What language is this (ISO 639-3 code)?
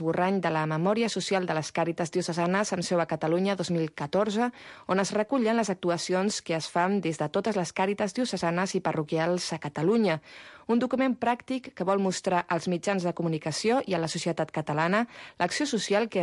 cat